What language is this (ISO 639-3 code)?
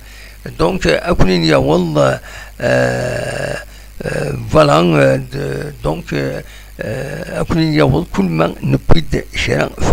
kab